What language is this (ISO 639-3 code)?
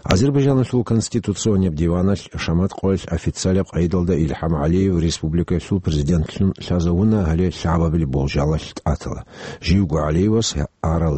ava